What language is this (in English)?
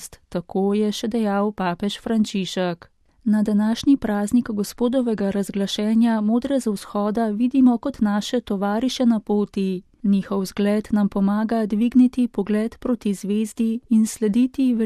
Slovenian